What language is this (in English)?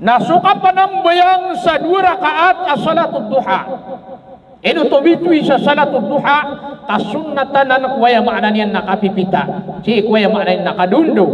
Maranao